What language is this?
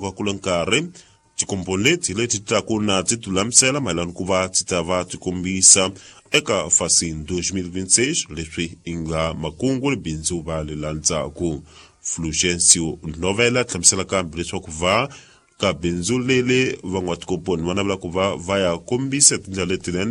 Tsonga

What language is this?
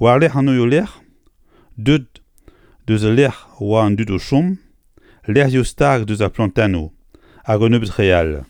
Breton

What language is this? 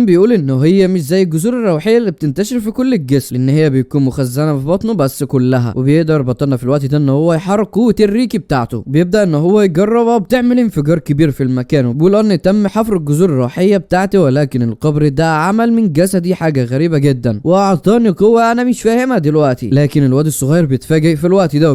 Egyptian Arabic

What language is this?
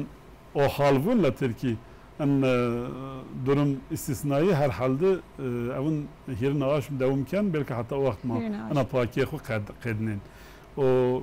Zaza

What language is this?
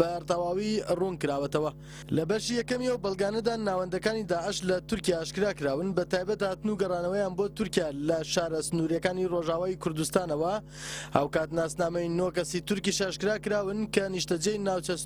Central Kurdish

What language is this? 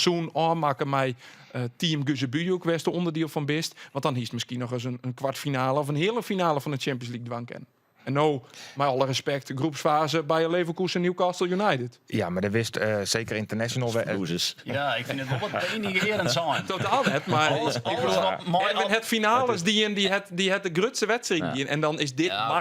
Western Frisian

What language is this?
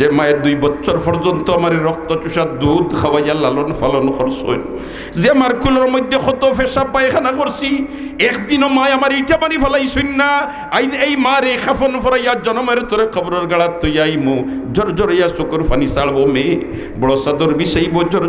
Sylheti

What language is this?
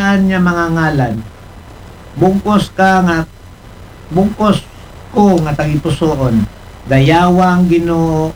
Aklanon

